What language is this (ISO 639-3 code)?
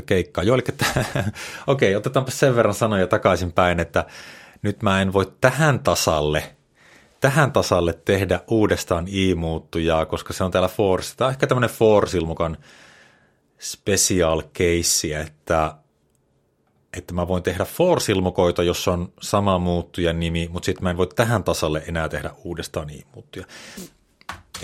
fin